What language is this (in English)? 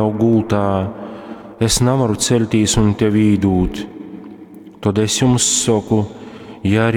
Latgalian